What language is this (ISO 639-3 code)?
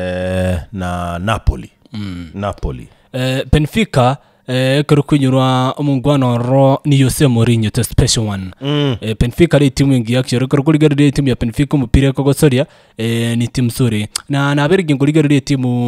guz